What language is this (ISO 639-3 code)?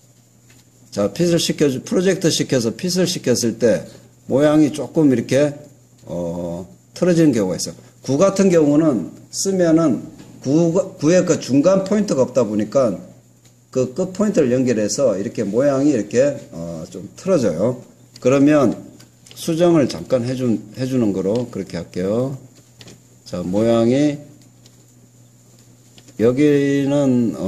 kor